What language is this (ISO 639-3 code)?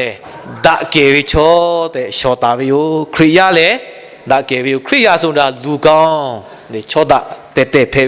lhu